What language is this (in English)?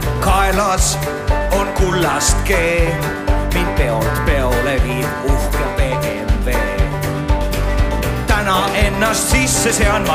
Estonian